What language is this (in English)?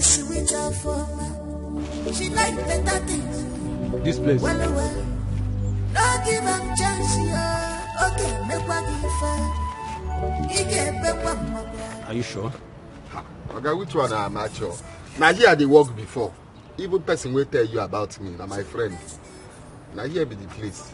Nigerian Pidgin